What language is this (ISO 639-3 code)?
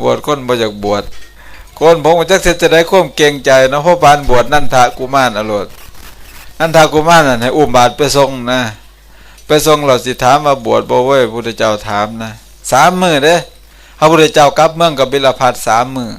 tts